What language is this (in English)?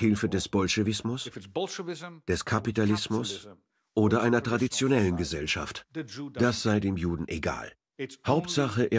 German